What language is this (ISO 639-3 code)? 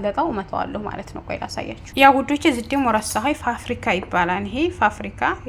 amh